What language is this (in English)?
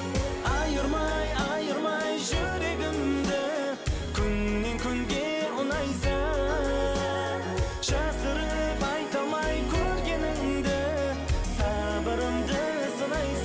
Kara-Kalpak